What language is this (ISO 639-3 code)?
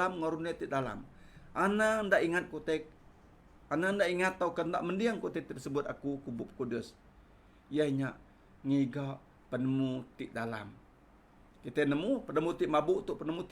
iba